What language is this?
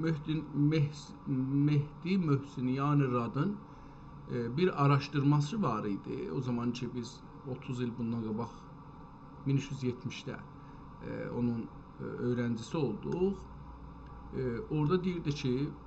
South Azerbaijani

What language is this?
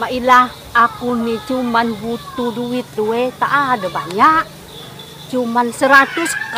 Musi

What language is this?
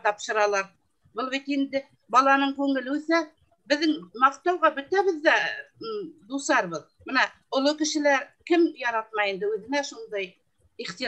Bashkir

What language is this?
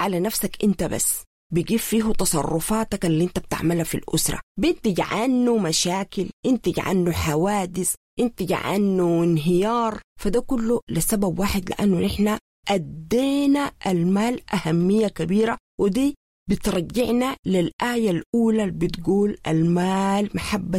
Sudanese Arabic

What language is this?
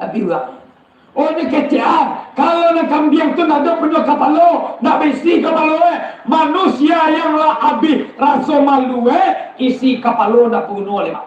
Minangkabau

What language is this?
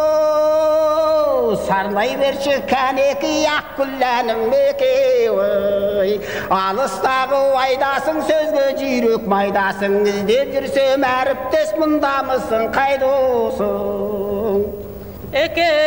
Kazakh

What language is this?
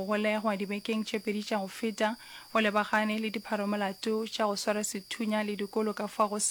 Northern Sotho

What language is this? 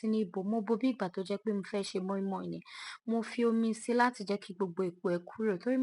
Yoruba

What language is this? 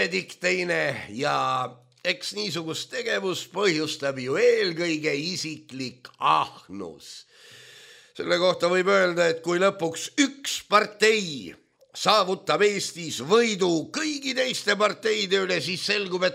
Estonian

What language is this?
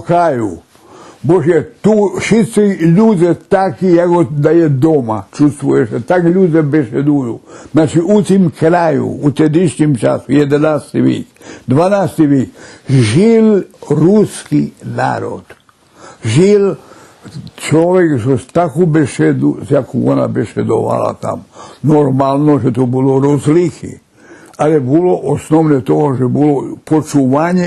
Rusyn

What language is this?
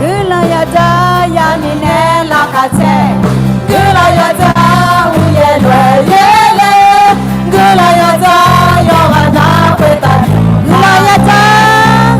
Akha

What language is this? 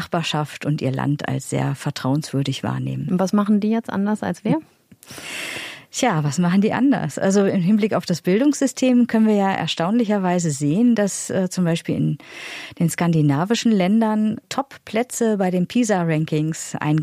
German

